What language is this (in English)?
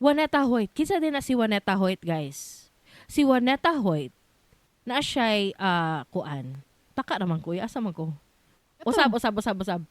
Cebuano